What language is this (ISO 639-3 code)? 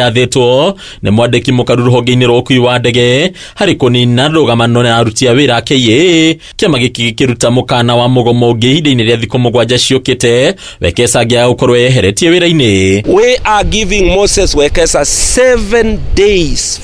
kik